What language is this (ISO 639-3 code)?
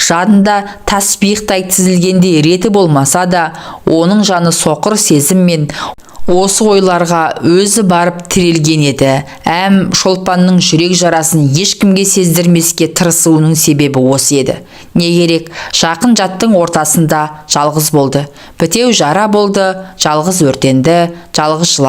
kaz